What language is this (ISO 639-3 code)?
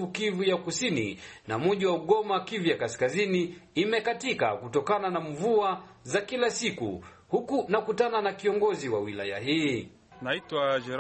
swa